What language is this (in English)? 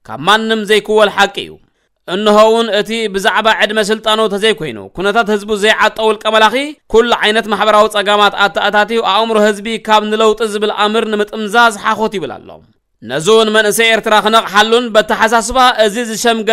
Tigrinya